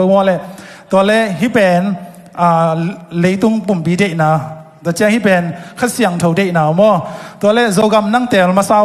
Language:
Tedim Chin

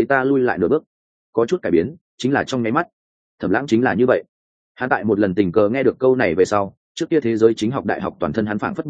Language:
Vietnamese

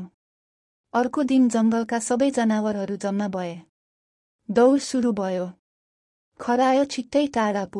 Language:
Nepali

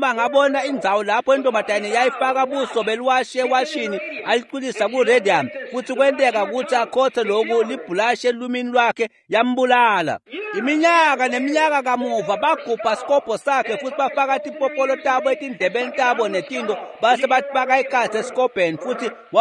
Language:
Swati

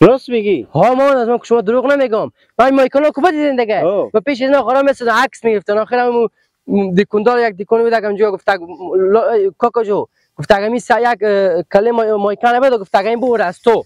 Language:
Persian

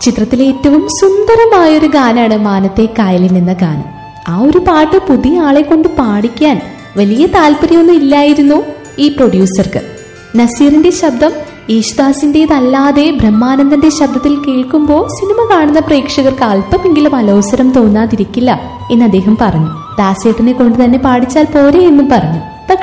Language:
Malayalam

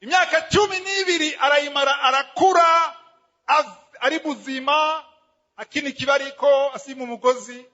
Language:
Rundi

